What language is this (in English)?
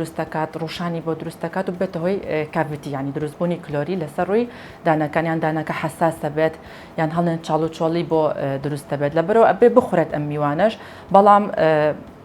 Central Kurdish